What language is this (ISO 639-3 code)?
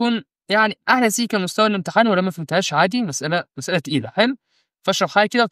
arz